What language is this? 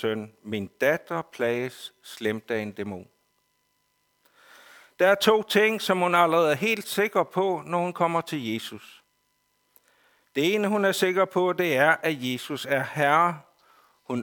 Danish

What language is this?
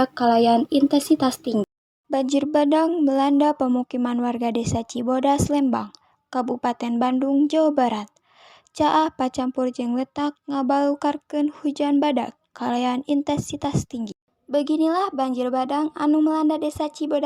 Sundanese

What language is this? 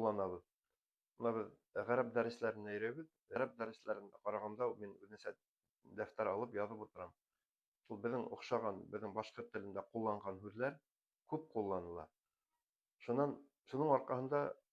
Bashkir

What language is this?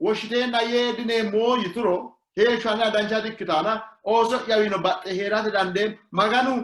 Sidamo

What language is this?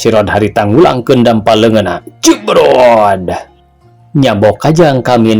Sundanese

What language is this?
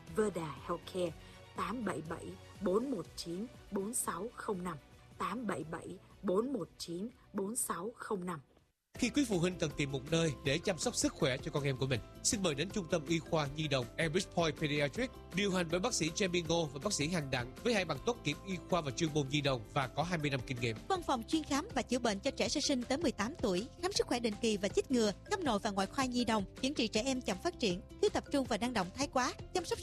Vietnamese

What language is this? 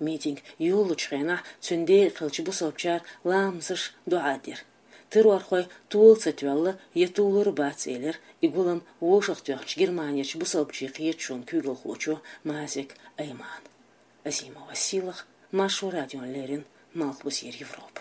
Chechen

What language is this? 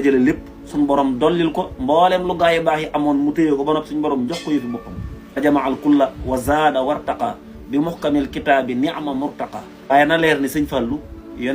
Wolof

